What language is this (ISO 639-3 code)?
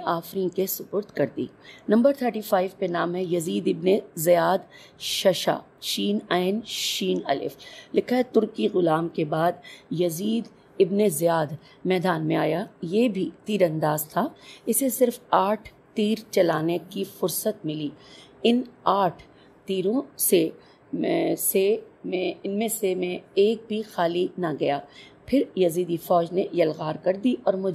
urd